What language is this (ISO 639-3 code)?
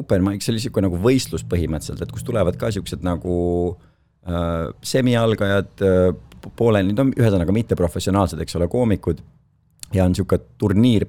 est